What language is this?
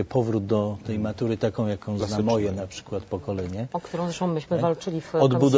Polish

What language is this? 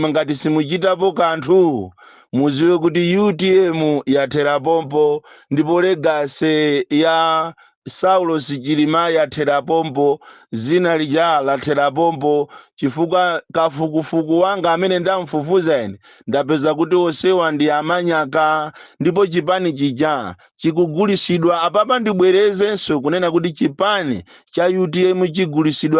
Nyanja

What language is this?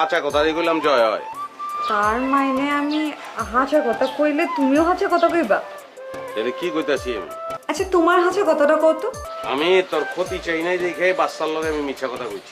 Sylheti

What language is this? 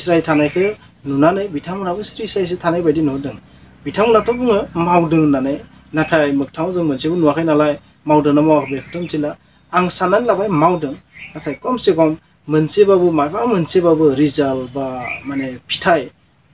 Bodo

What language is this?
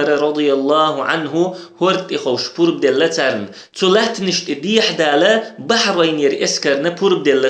Chechen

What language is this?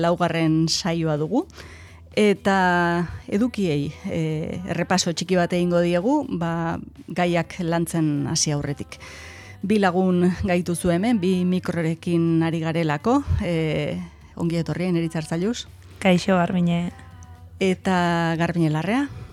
Basque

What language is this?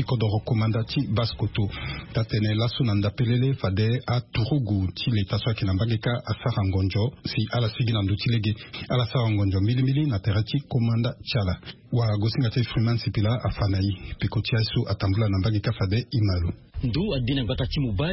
Sango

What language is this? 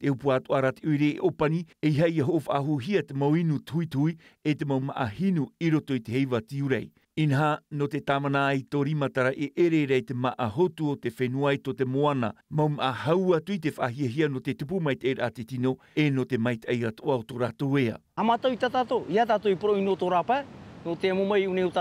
Tahitian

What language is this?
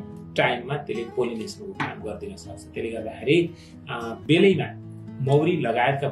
Nepali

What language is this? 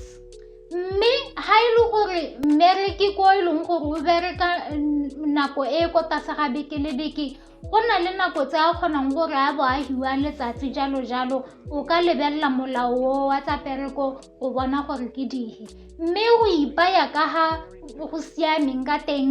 Tswana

